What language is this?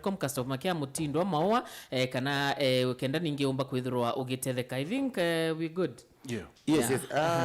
Meru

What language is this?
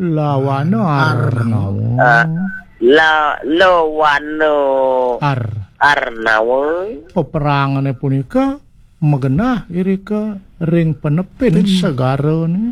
Balinese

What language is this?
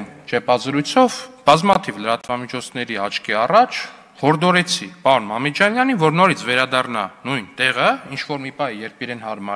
Armenian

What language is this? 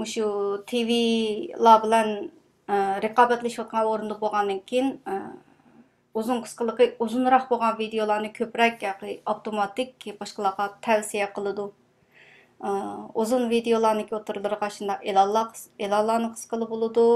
Uyghur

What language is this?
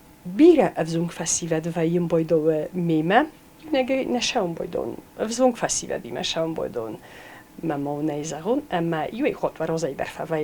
Ossetic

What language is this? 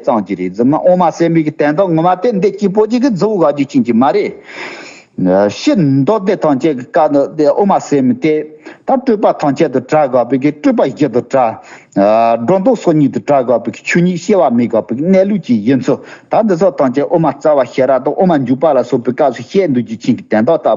Tibetan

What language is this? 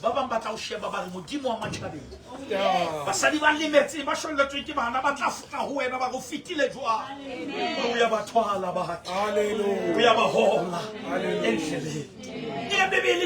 Southern Sotho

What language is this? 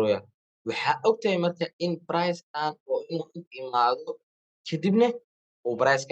Somali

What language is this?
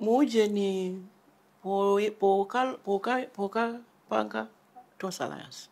Nyanja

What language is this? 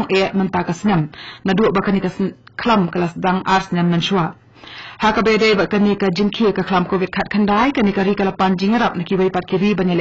Khasi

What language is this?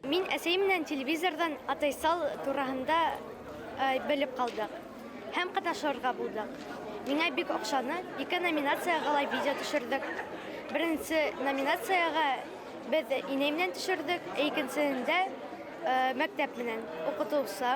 Bashkir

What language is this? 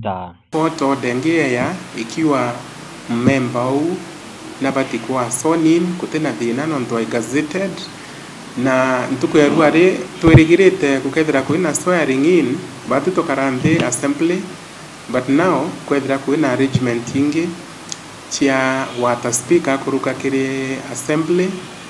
Meru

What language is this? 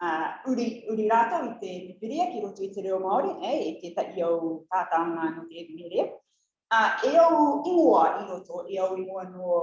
Rarotongan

